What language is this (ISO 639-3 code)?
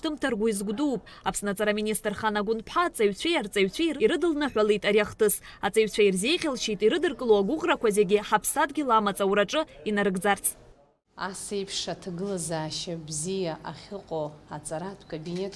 abk